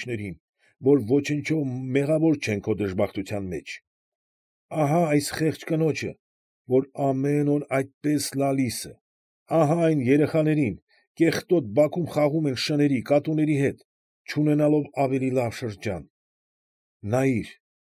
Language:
Armenian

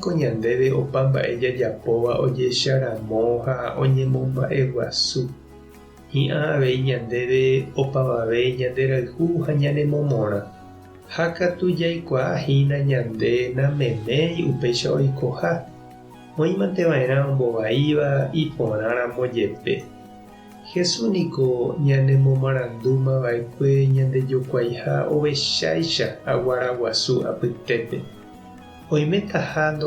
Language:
Guarani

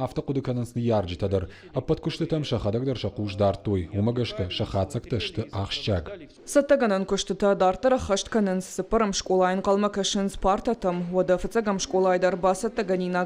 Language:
Ossetic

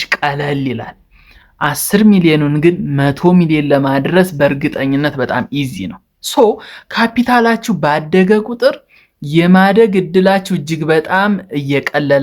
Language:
Amharic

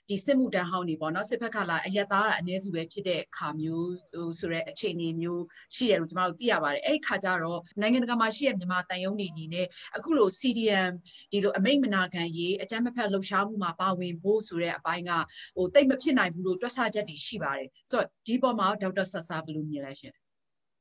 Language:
Burmese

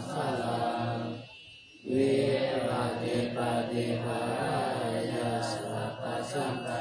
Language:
Pali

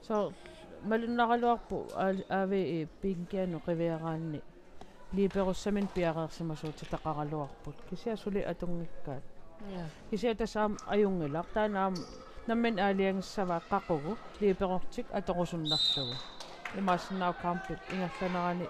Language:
Kalaallisut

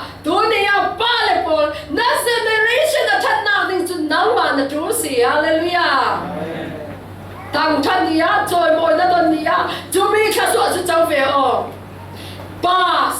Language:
Falam Chin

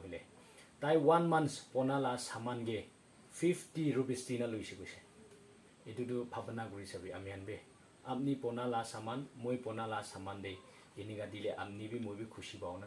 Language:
Naga Pidgin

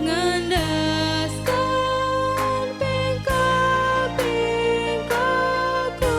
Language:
Batak Karo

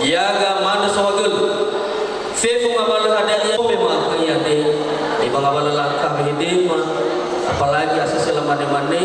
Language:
Nias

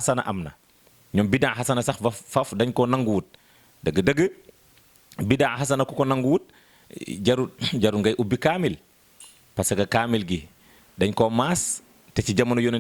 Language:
Wolof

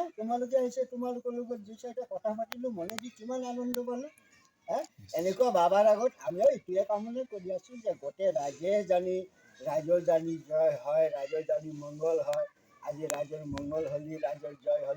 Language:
Assamese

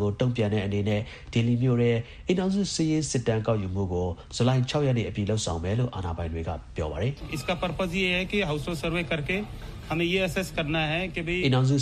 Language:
Burmese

